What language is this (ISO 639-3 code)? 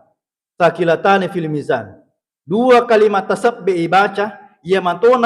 bug